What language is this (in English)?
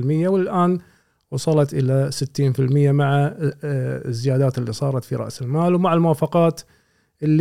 Gulf Arabic